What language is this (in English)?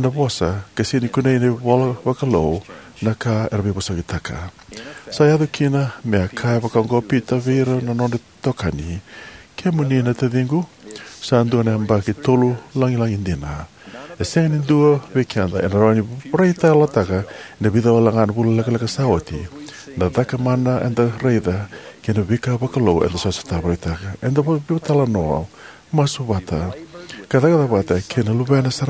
Fijian